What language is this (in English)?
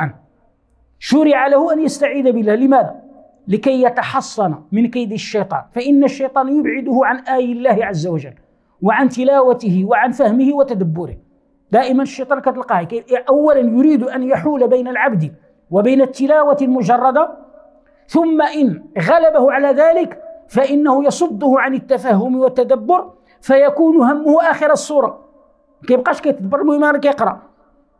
Arabic